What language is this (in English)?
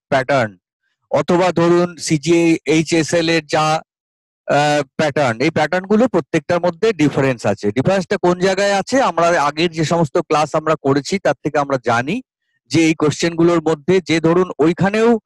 Bangla